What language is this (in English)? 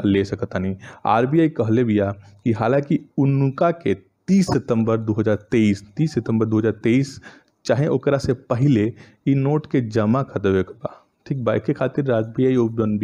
Bhojpuri